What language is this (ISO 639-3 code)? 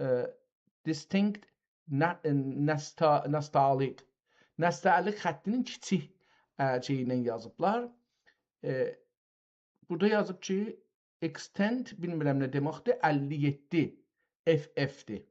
azb